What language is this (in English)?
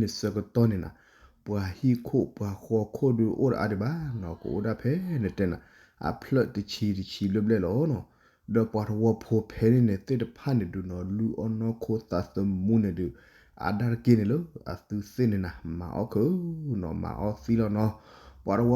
S'gaw Karen